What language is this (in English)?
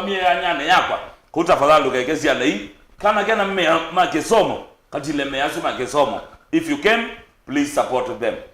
Kamba